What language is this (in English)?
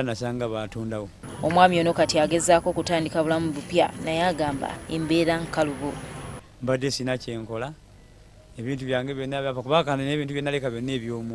Ganda